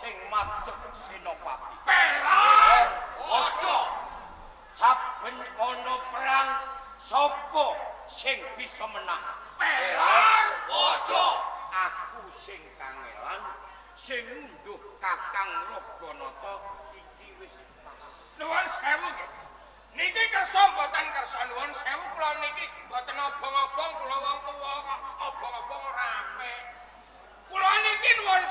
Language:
Javanese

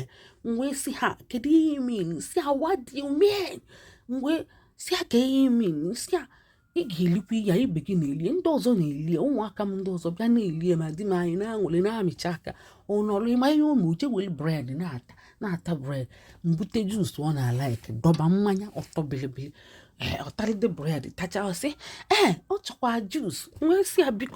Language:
Igbo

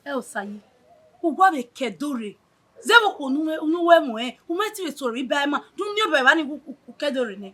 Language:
Bini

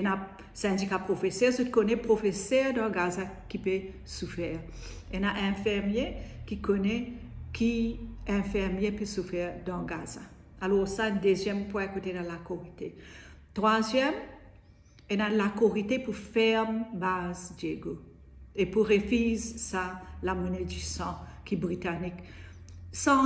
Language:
Morisyen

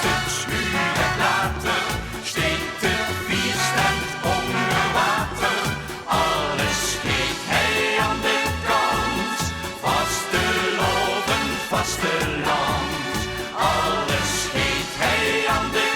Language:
Limburgish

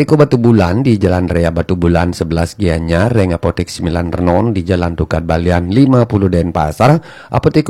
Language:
Balinese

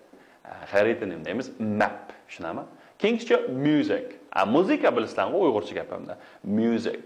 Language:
Uyghur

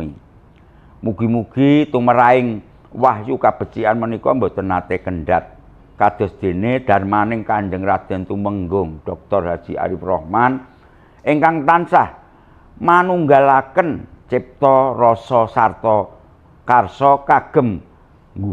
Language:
Javanese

